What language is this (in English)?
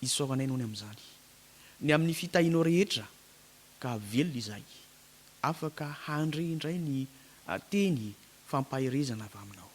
Malagasy